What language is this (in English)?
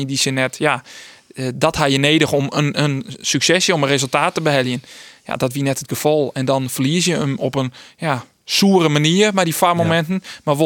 Western Frisian